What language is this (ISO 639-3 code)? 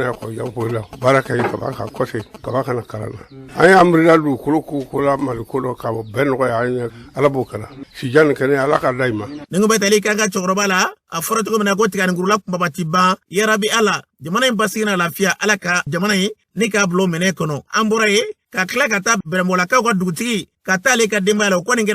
bam